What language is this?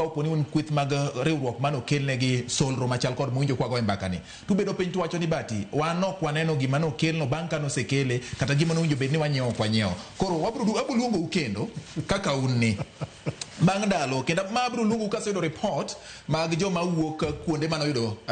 Luo (Kenya and Tanzania)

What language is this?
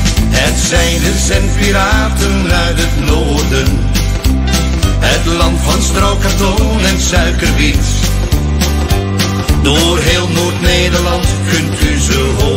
Dutch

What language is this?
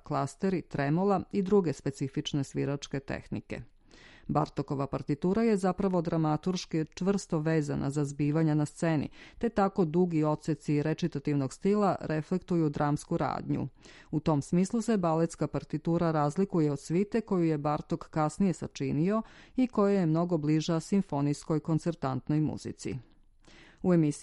Serbian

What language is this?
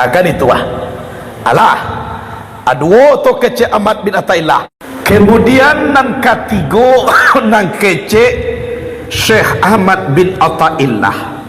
Minangkabau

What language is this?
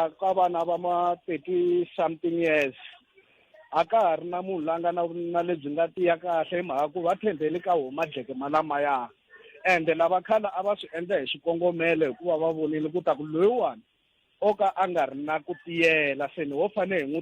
Tsonga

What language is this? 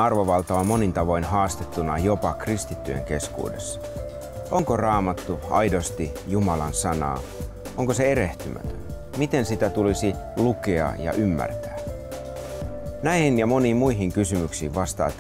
Finnish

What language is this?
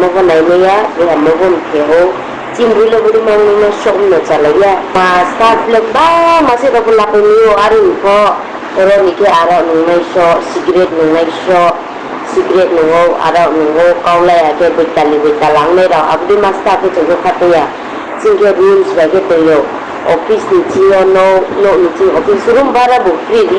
Riang (India)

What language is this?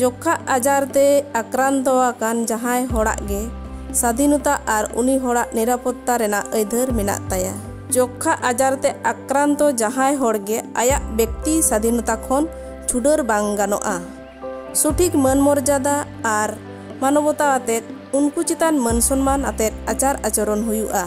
Santali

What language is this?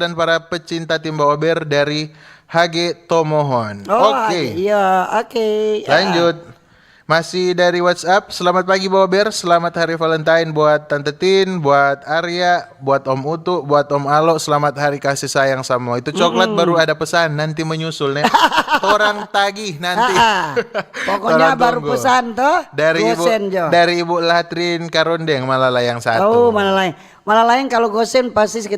Manado Malay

